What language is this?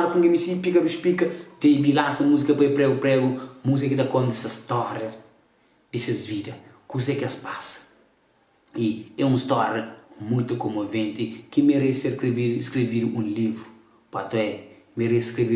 Kabuverdianu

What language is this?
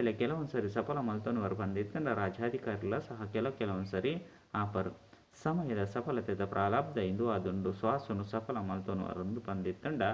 Tulu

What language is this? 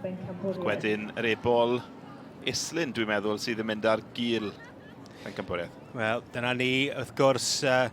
Welsh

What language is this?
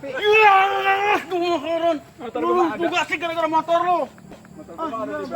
Betawi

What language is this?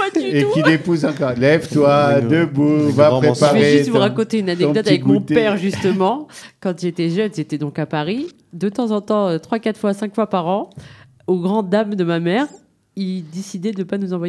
French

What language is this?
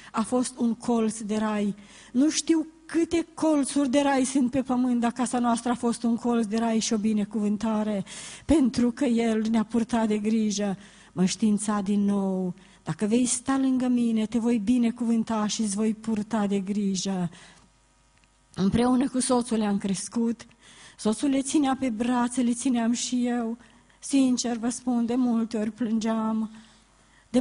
Romanian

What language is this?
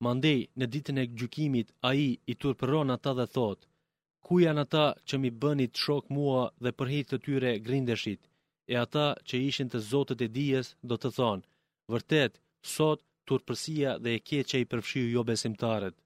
Albanian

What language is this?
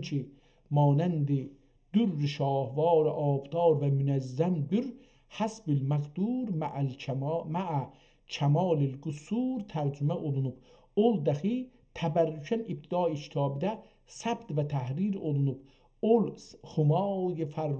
South Azerbaijani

